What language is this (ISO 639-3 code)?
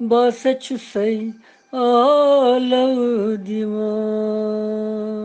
kas